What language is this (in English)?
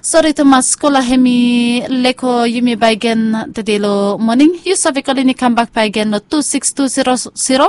Bislama